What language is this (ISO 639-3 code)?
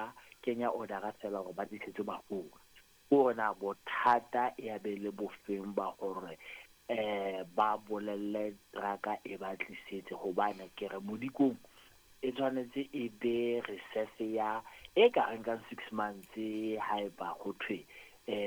sot